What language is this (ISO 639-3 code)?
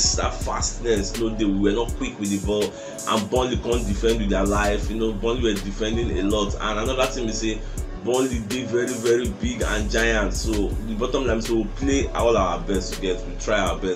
pcm